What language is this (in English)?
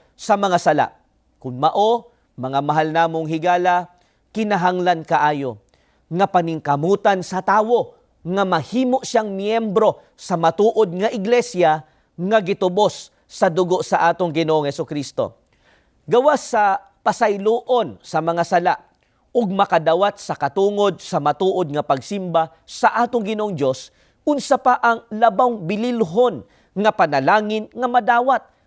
Cebuano